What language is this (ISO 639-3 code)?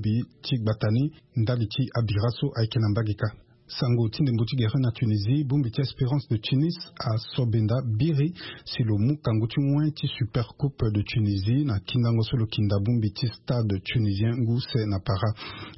sag